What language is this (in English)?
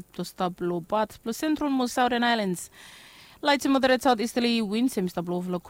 Bislama